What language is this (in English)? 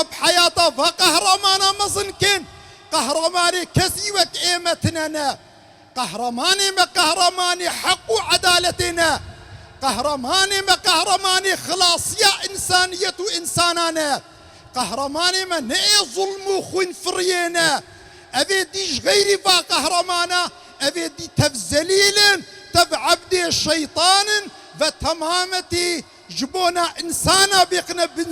Kurdish